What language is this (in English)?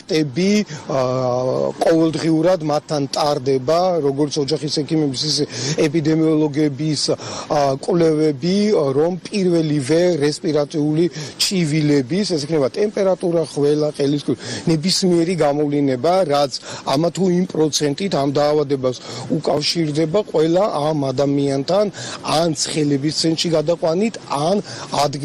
Georgian